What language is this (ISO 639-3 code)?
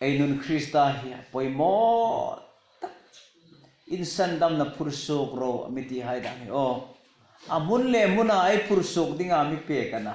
hmr